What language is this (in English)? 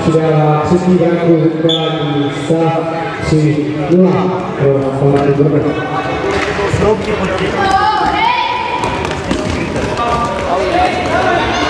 Czech